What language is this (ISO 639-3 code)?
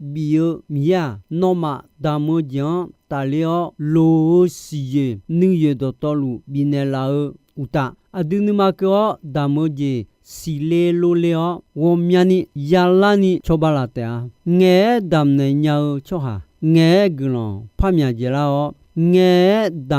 ahk